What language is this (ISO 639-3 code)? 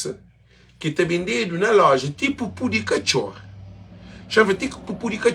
kea